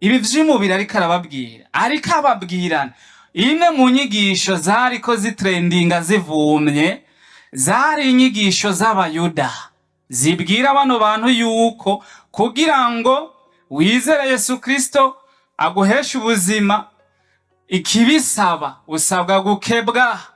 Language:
Rundi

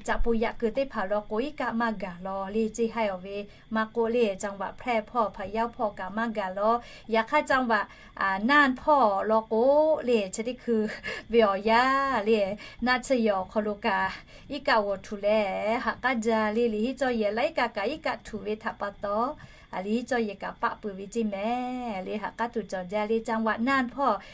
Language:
Lahu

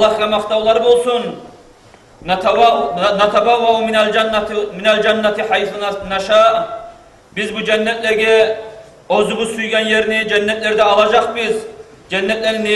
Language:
Kumyk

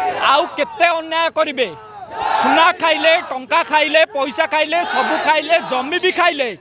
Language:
Odia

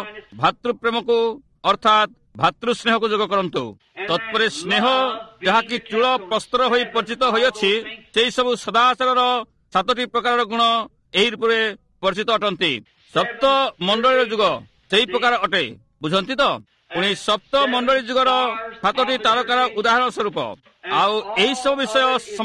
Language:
Odia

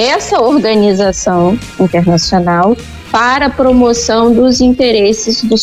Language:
Portuguese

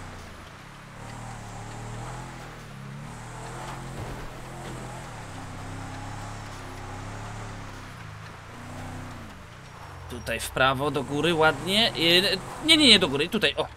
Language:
Polish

